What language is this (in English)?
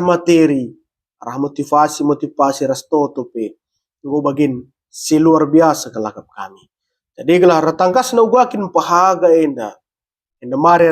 Batak Karo